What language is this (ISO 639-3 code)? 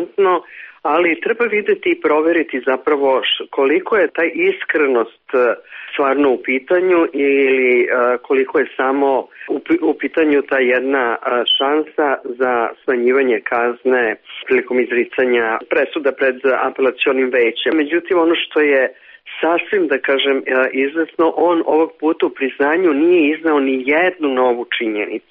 srp